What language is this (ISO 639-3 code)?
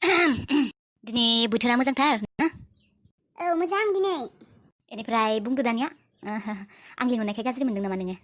brx